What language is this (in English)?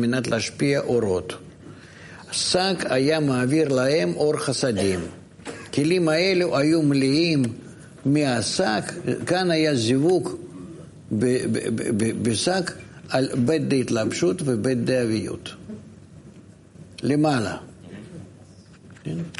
Hebrew